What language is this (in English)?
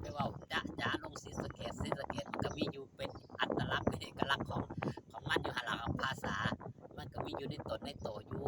Northeastern Thai